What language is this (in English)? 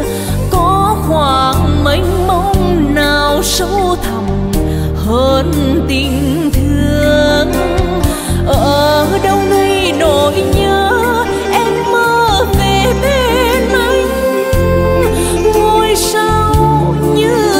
Vietnamese